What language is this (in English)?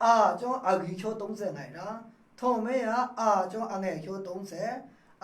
Maru